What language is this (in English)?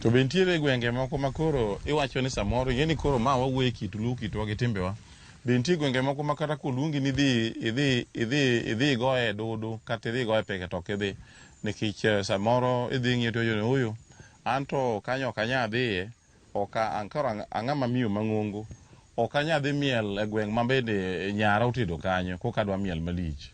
Luo (Kenya and Tanzania)